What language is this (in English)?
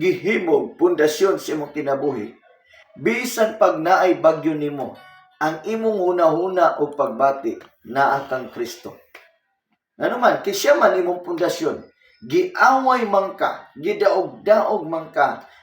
Cebuano